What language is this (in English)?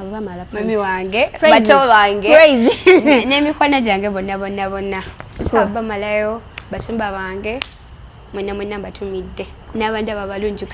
Ganda